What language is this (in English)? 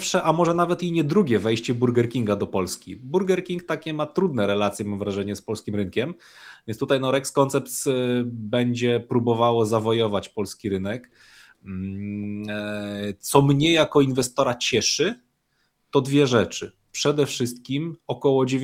Polish